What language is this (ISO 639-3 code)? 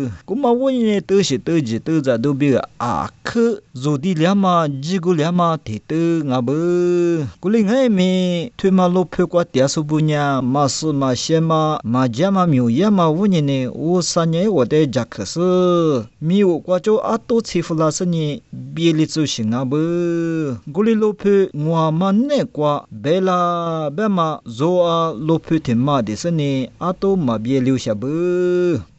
lis